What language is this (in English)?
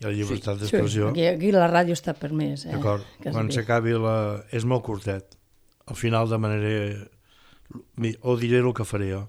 Catalan